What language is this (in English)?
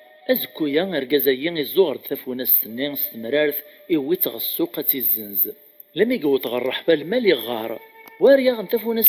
Kabyle